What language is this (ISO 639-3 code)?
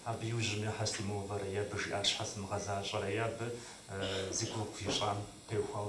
kbd